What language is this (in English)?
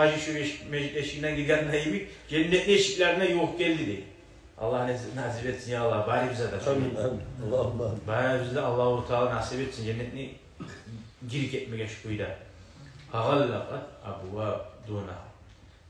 Kumyk